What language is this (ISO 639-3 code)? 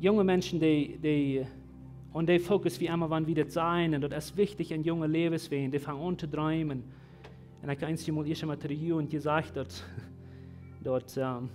pdt